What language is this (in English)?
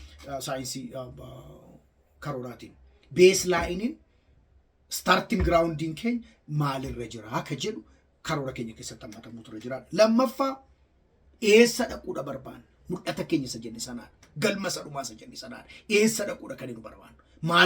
Oromo